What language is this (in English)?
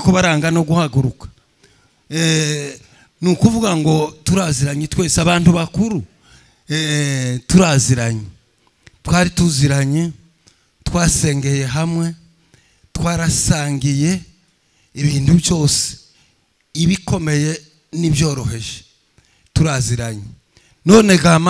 Kinyarwanda